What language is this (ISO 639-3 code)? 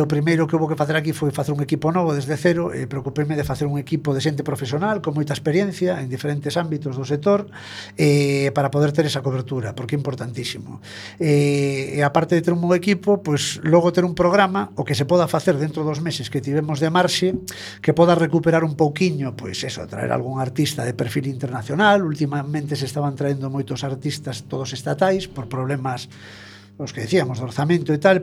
glg